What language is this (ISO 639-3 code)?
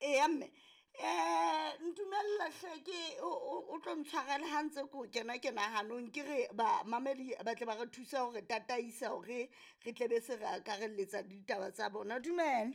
sot